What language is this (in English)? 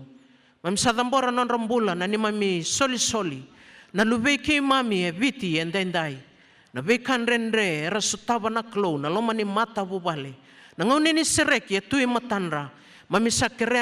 Fijian